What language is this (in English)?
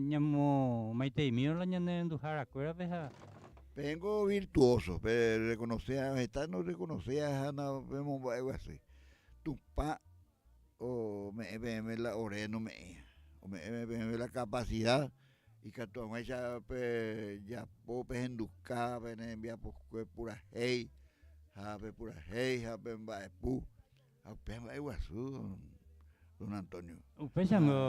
Guarani